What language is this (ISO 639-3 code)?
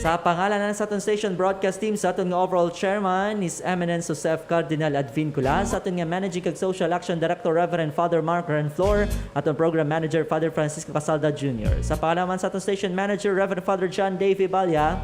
hil